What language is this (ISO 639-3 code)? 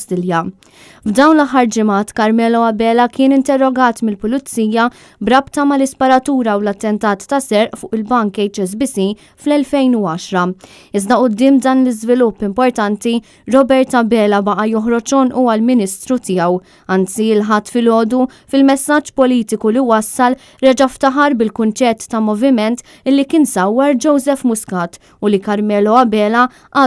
mlt